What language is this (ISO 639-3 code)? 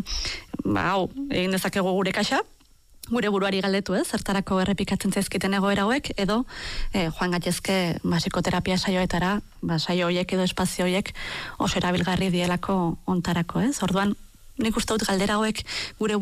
eus